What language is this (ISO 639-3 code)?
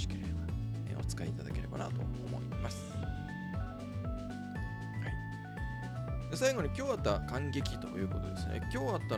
jpn